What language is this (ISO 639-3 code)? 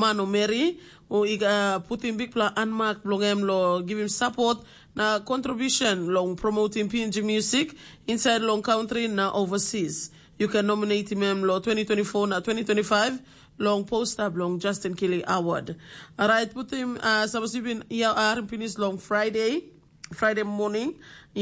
tpi